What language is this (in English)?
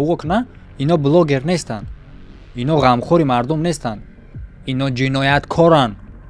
Tajik